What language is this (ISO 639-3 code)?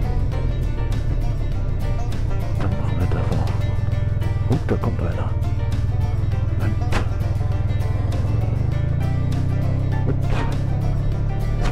deu